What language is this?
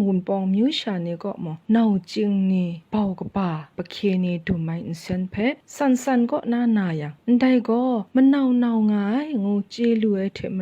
Kachin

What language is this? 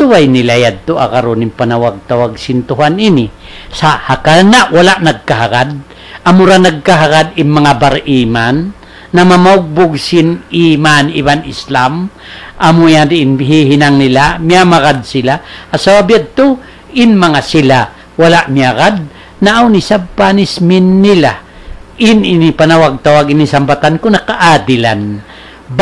Tausug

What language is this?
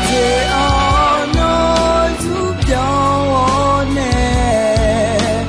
Akha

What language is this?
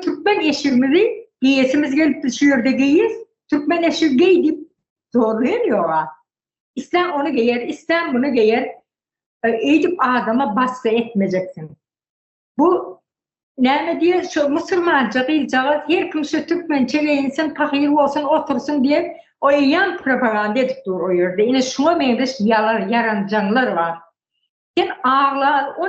Turkmen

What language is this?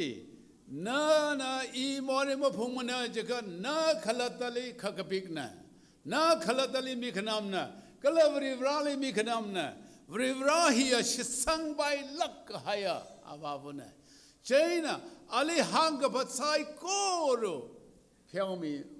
Tangkhul Naga (India)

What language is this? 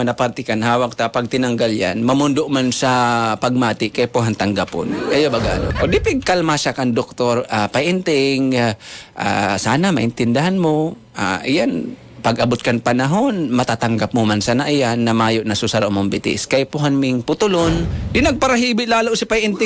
Bikol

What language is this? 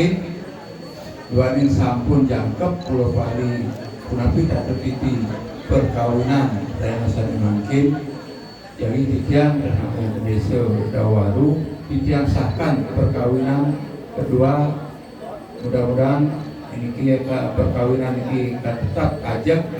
Balinese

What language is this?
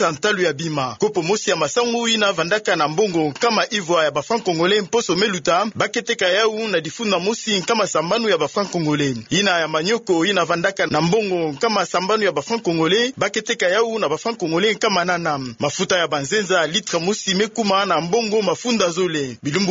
Kituba (Democratic Republic of Congo)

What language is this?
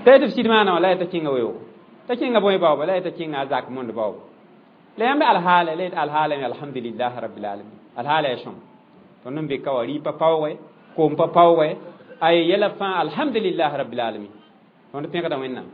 Mossi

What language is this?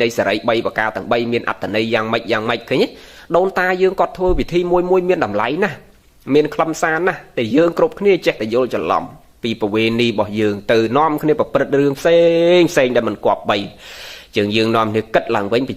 Khmer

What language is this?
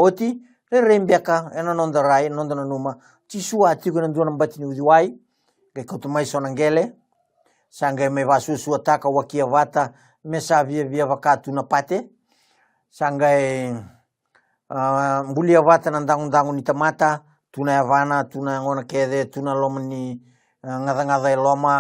Fijian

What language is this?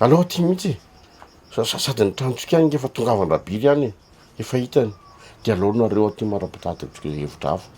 Malagasy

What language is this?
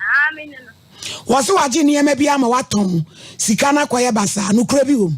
Akan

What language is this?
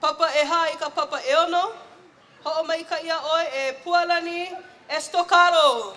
Hawaiian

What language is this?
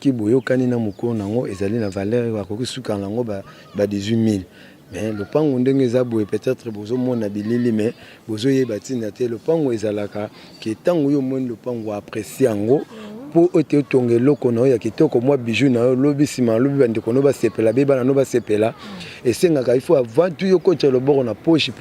Lingala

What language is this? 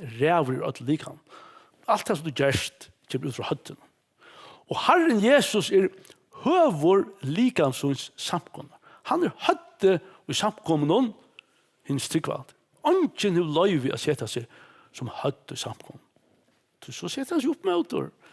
Faroese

